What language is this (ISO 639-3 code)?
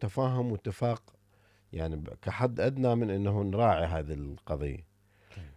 acm